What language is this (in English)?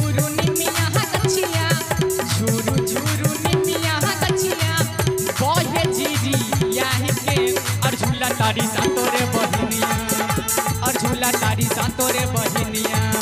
Maithili